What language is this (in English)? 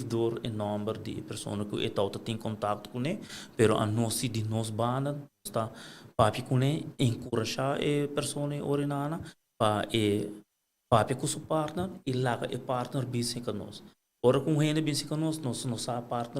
Papiamento